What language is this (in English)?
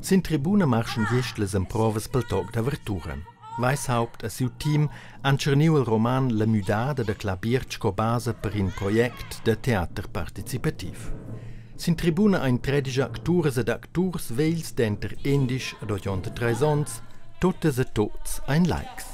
Romansh